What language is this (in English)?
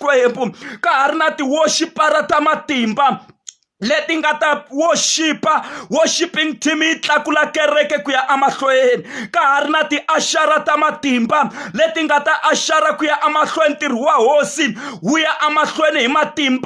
Tsonga